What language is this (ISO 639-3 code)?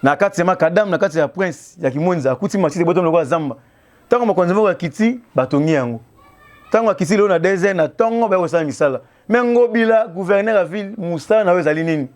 lin